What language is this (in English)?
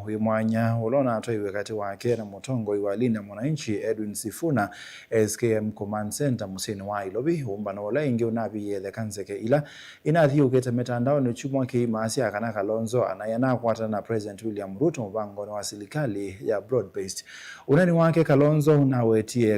Kamba